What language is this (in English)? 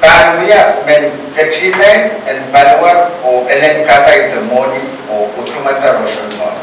Pohnpeian